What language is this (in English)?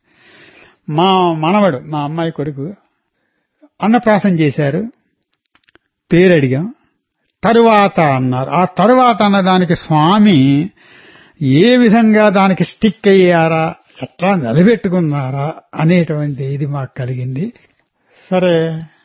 Telugu